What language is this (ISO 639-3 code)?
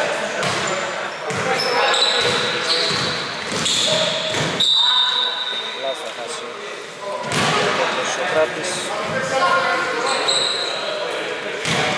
ell